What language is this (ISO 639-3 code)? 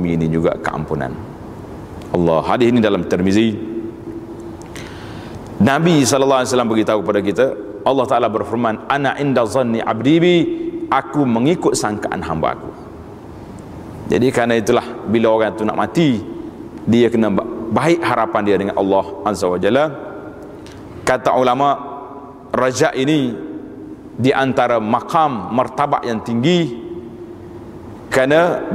msa